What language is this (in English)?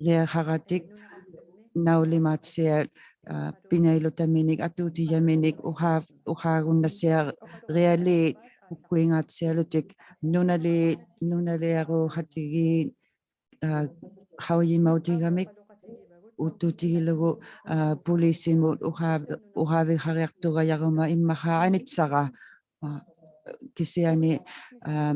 Inuktitut